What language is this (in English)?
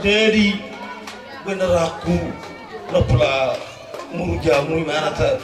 Batak Toba